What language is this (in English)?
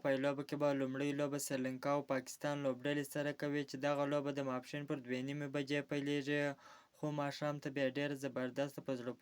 Pashto